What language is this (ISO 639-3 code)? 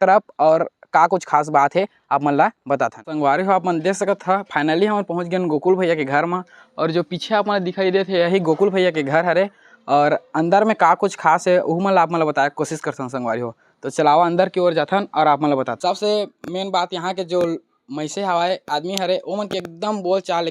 hne